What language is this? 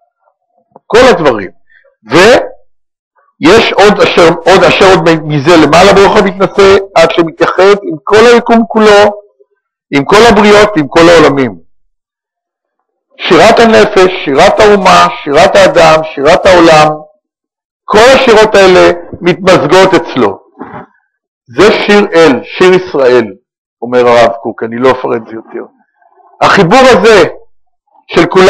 Hebrew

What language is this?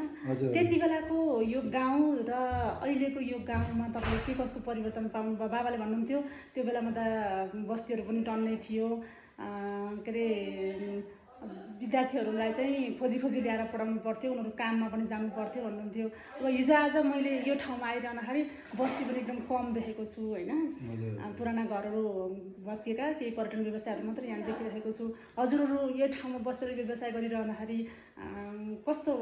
Nepali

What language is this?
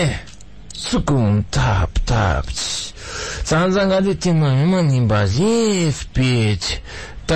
Malagasy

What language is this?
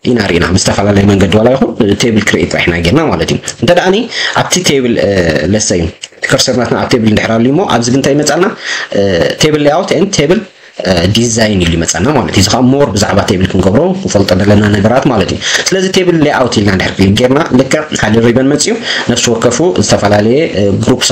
Tigrinya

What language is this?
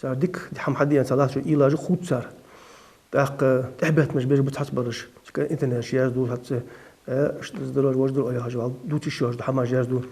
Ingush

